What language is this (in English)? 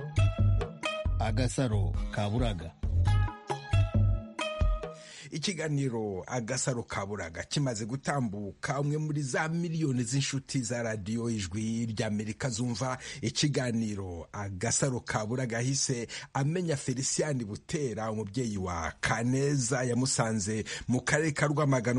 Kinyarwanda